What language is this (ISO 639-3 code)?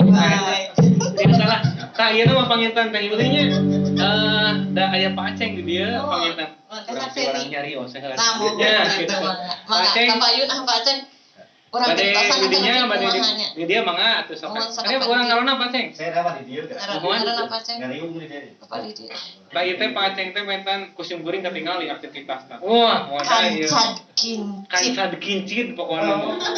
sun